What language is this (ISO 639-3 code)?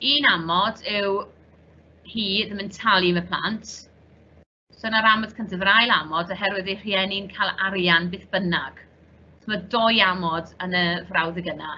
cym